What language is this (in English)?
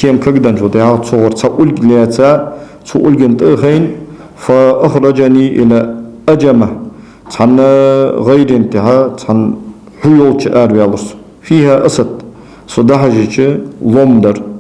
Ingush